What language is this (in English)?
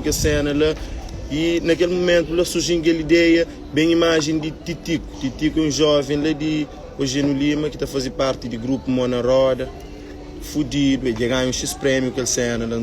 Kabuverdianu